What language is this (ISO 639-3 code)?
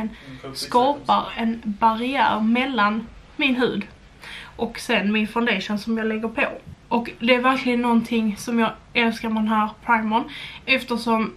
swe